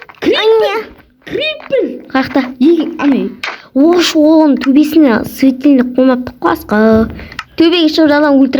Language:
Kazakh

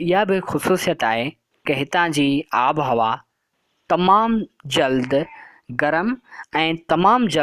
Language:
Sindhi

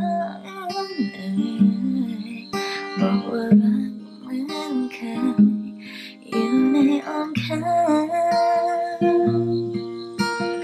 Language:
Thai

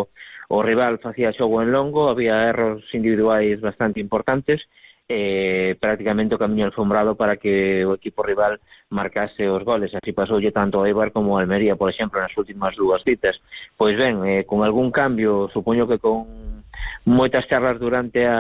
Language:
Galician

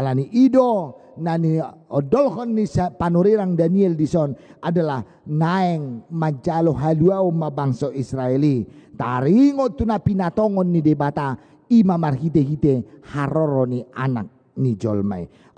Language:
Batak Toba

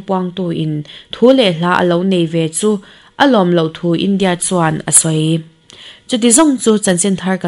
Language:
Mizo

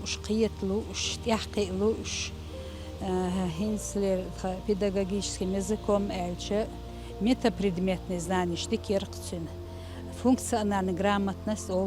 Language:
Chechen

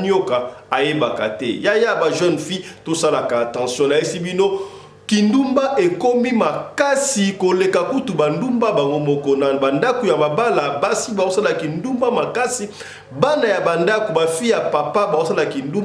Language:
Lingala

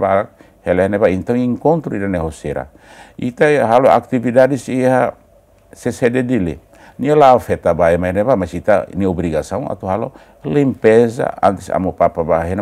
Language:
Tetum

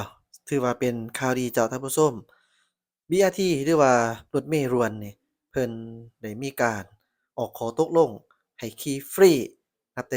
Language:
Lao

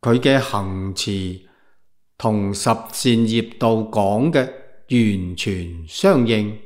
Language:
Cantonese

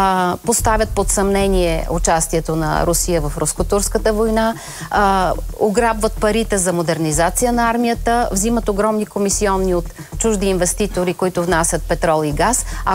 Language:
Bulgarian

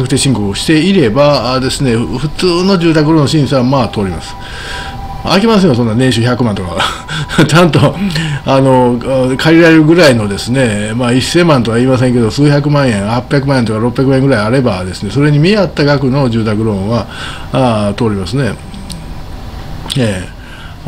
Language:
Japanese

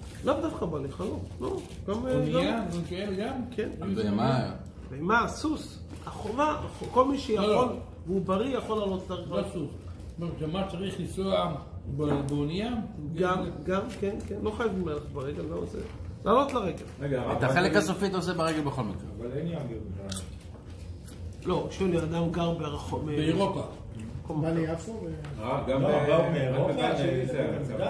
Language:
Hebrew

